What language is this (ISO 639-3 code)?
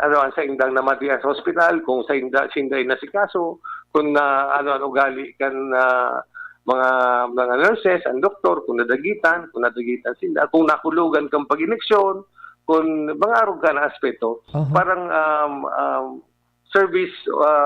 bik